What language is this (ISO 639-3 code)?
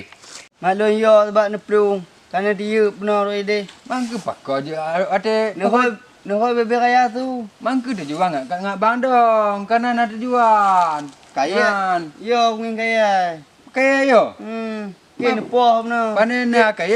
ace